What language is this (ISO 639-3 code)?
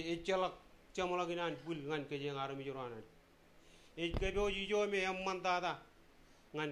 mah